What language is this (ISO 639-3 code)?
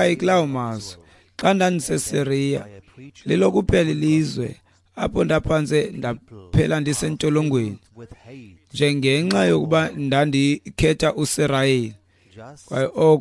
xho